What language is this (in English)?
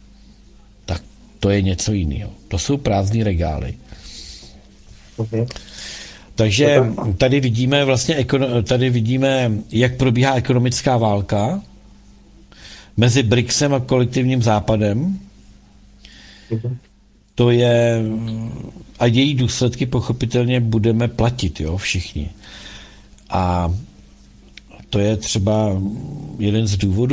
Czech